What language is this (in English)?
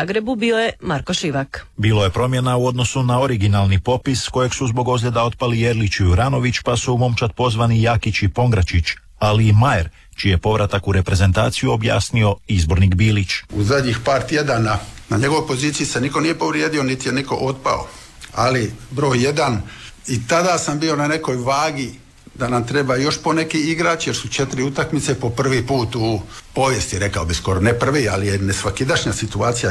Croatian